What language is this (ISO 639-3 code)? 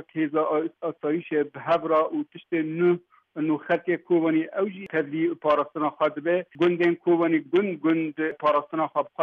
kur